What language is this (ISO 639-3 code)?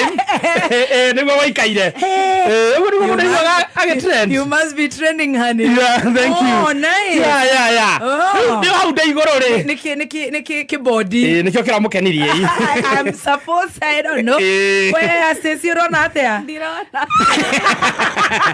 kik